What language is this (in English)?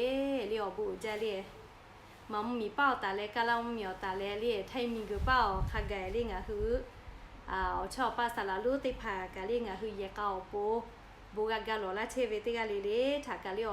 Lahu